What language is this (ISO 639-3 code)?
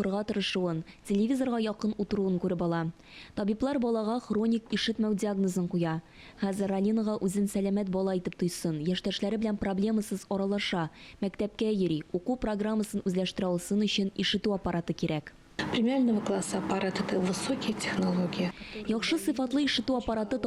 tat